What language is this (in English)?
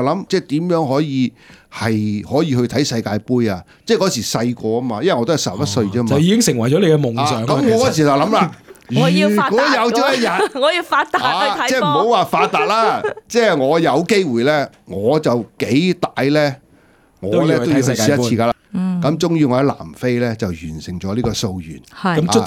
Cantonese